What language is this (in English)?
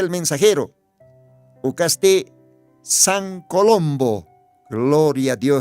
Aymara